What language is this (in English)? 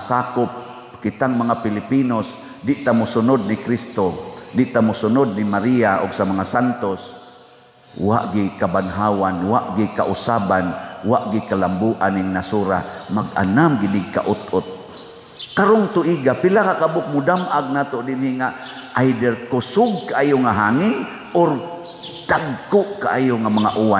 Cebuano